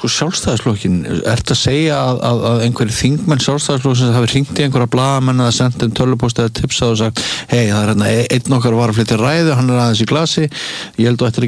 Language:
Icelandic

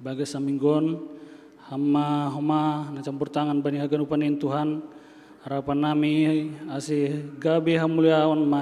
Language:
Batak Simalungun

